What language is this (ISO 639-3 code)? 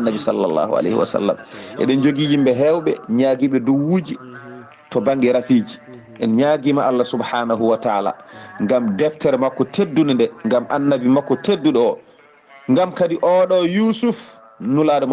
ful